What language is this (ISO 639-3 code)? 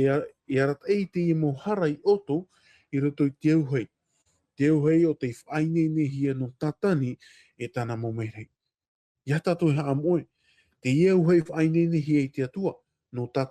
tah